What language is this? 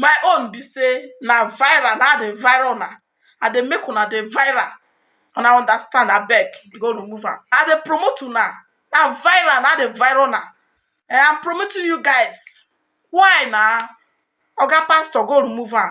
Nigerian Pidgin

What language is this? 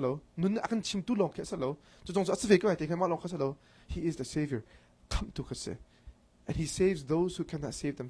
Hakha Chin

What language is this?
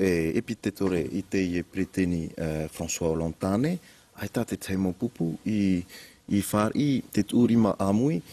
Tahitian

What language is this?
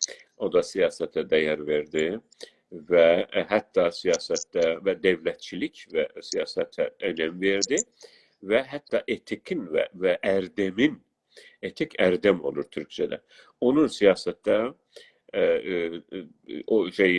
South Azerbaijani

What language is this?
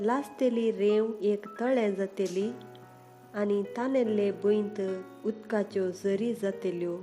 Konkani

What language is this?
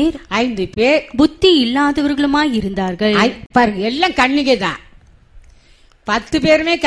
Tamil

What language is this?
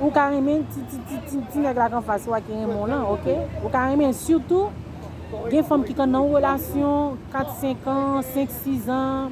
Haitian Creole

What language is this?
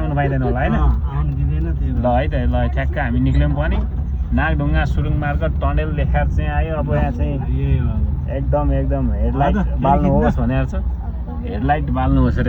Nepali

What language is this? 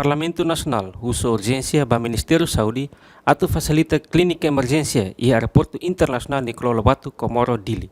Tetum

